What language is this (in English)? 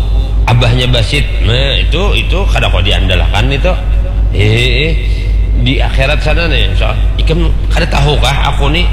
Banjar